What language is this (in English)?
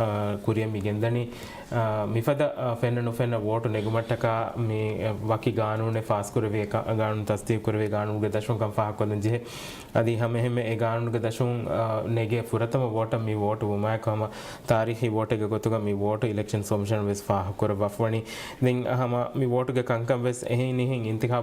Divehi